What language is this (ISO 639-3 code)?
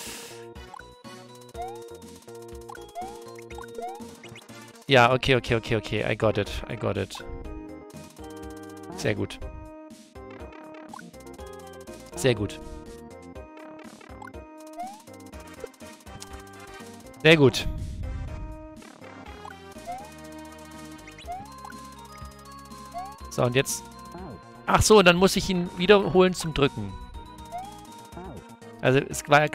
deu